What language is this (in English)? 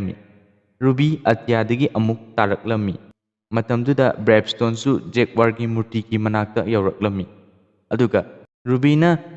Manipuri